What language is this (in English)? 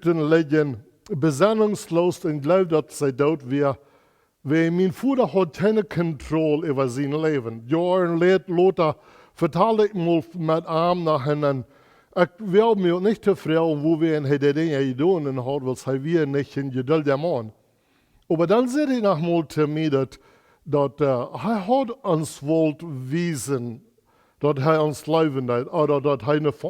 Plautdietsch